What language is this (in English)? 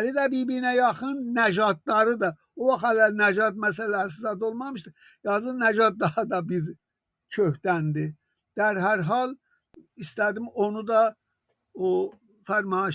South Azerbaijani